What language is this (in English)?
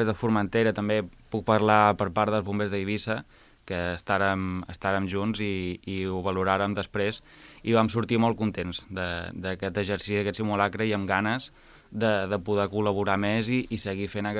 Catalan